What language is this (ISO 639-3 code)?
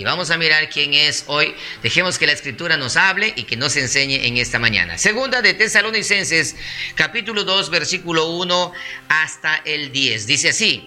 spa